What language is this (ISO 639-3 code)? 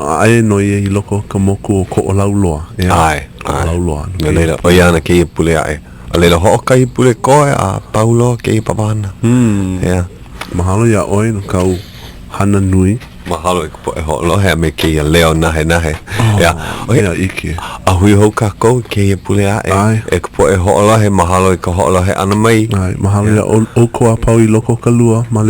haw